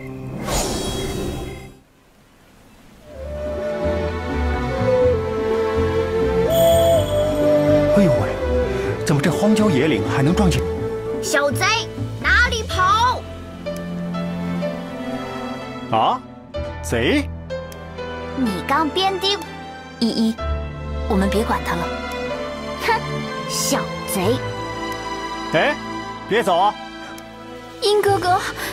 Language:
Chinese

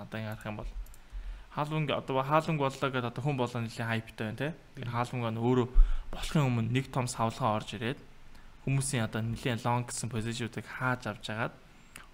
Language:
Mongolian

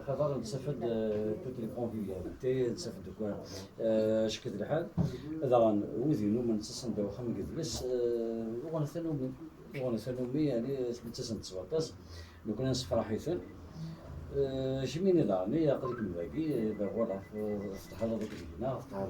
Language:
Kabyle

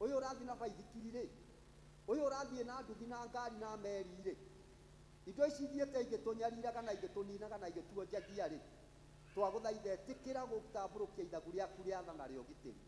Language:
Kikuyu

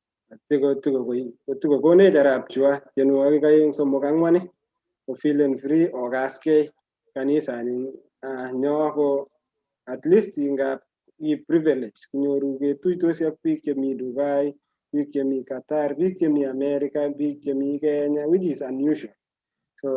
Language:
Kalenjin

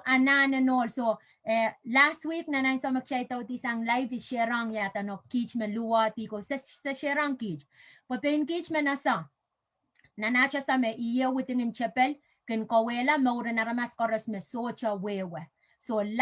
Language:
Pohnpeian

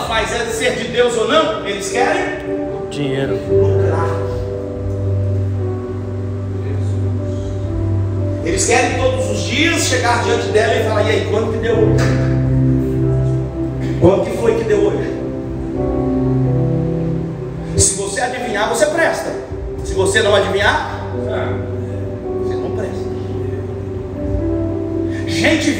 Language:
Portuguese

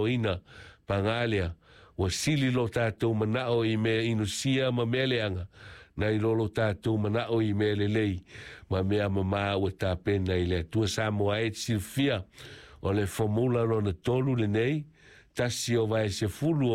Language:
Samoan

